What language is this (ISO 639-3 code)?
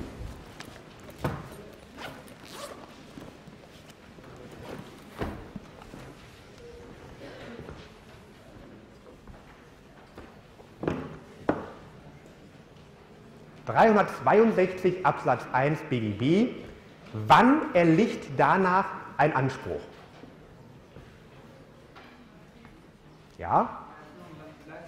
deu